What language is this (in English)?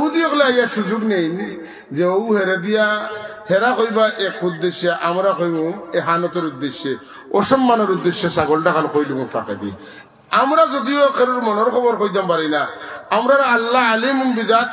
Sylheti